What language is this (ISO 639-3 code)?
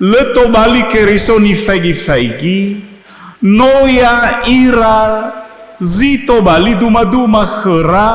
nia